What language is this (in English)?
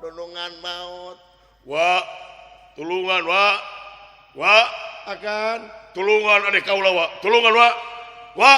Sundanese